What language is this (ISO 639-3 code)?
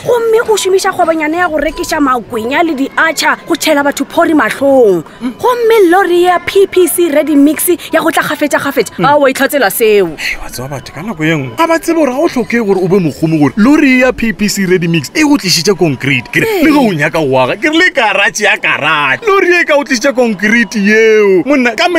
nso